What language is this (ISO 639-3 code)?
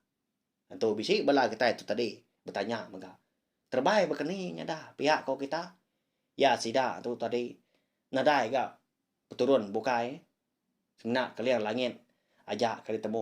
iba